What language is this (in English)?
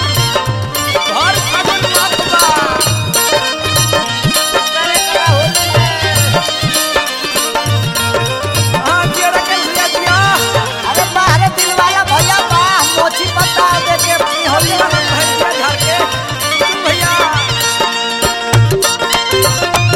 Bhojpuri